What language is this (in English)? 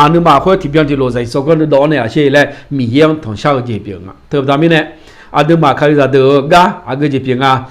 Akha